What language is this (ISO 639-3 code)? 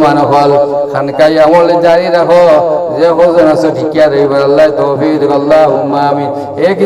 syl